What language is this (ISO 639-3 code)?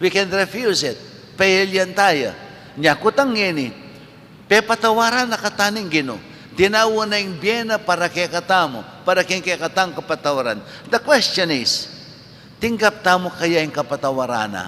pam